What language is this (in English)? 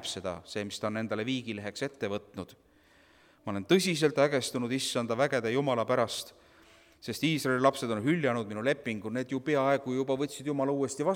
Estonian